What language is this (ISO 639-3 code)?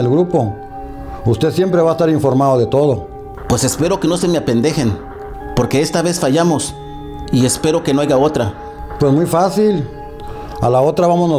spa